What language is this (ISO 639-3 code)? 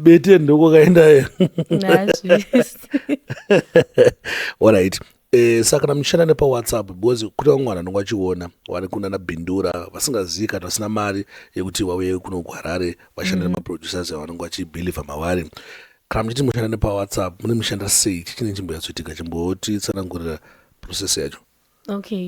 sna